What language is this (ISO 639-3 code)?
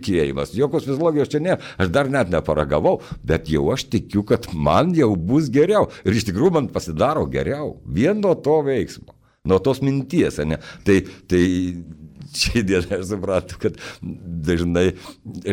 lit